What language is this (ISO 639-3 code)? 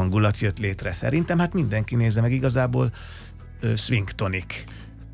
hun